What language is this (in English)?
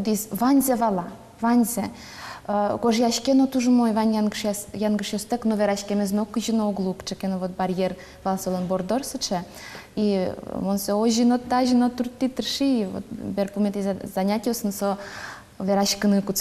Udmurt